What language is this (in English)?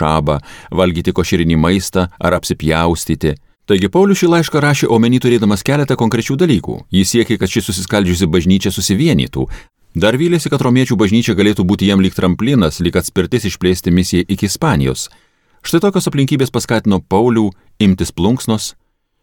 Lithuanian